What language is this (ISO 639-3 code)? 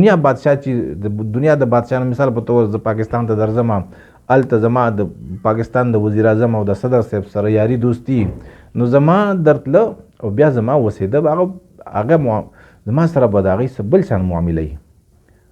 pus